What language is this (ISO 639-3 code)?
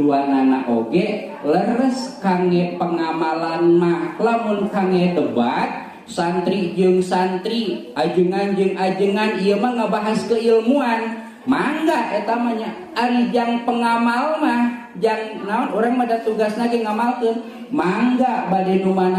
sun